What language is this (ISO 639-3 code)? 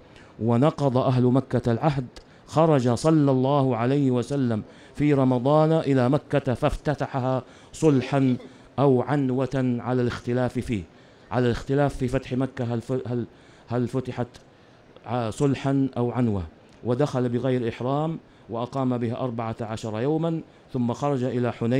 ara